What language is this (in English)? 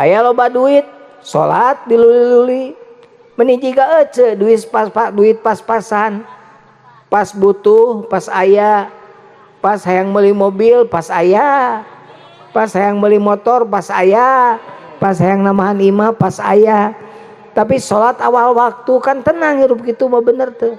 Sundanese